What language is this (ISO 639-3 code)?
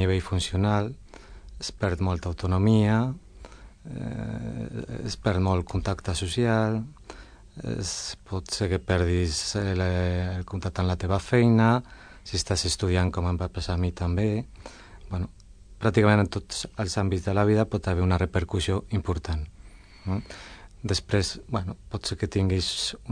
cat